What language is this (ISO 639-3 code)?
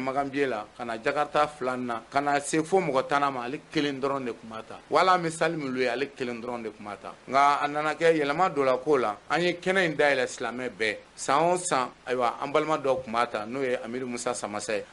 bam